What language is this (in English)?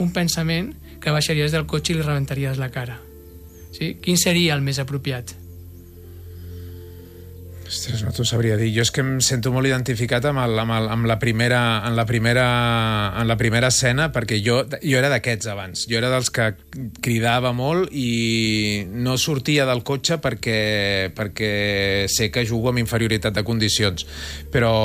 Catalan